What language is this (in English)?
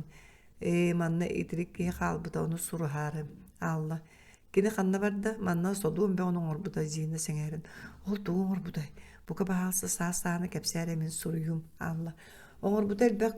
Yakut